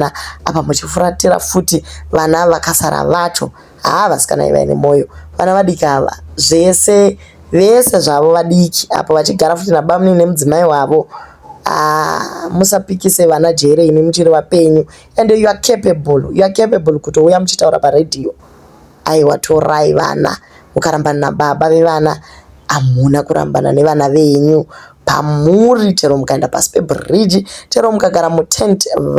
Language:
Shona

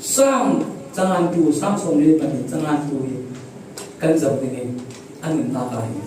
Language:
Falam Chin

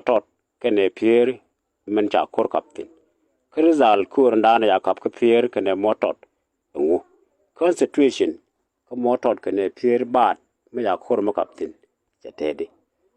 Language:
Nuer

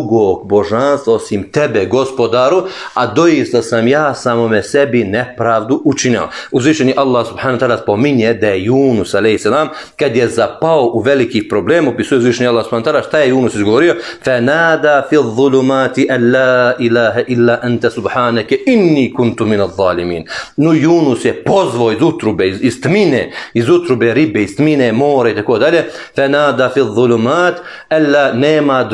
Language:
Bosnian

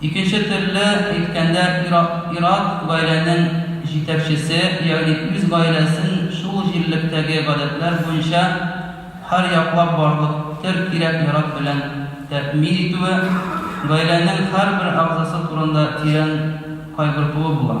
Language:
Tatar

